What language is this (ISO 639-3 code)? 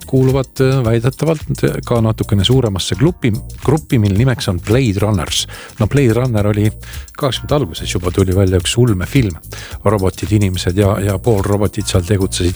est